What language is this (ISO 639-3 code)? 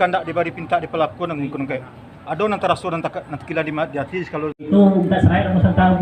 min